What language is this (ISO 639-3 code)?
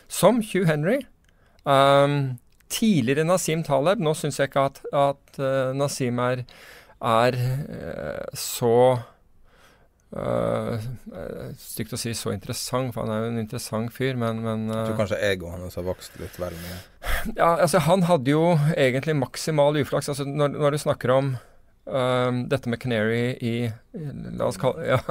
nor